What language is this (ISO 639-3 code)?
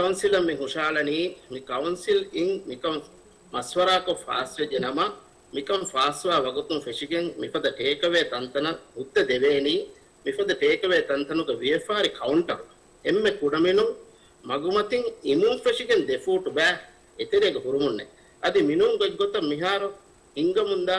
div